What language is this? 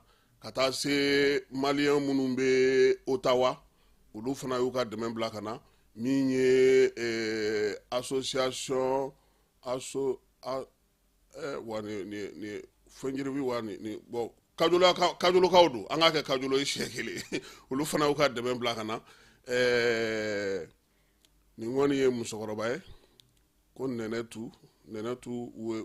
Bambara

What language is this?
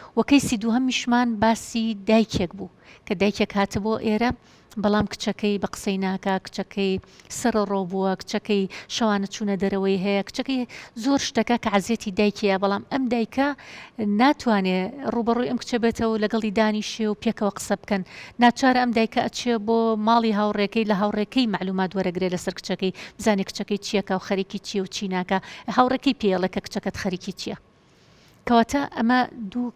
Central Kurdish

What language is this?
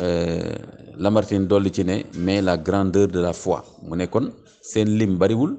Wolof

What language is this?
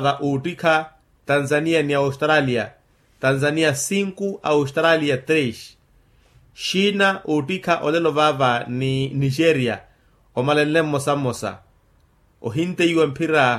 Makhuwa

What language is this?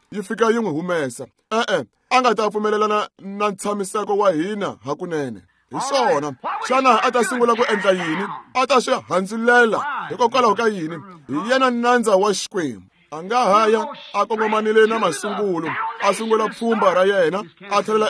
Tsonga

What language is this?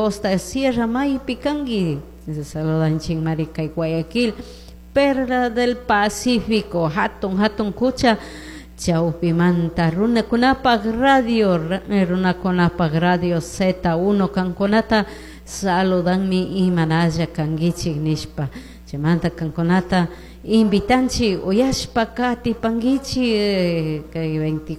Chimborazo Highland Quichua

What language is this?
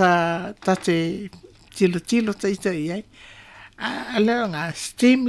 Samoan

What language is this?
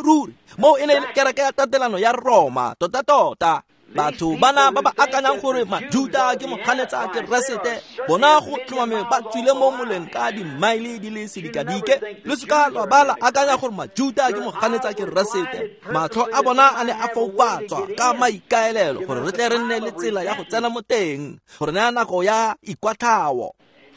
Tswana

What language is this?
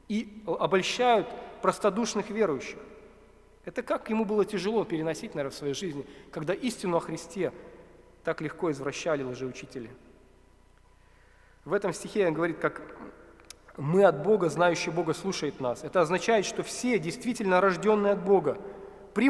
Russian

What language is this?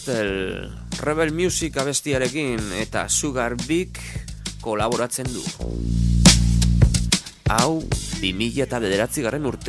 Basque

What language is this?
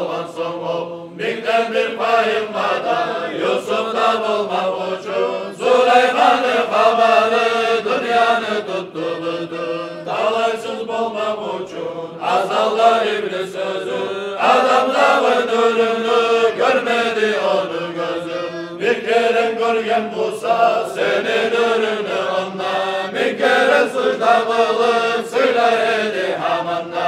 Kumyk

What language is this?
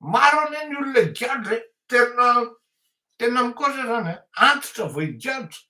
Malagasy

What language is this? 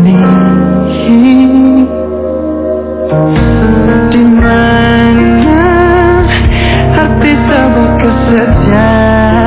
Indonesian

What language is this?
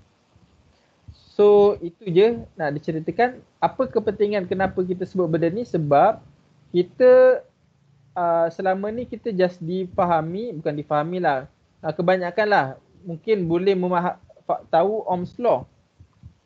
Malay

